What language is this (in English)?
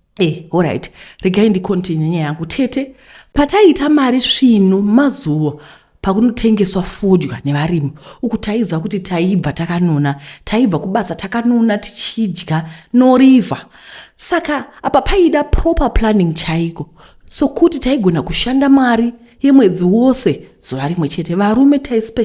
Shona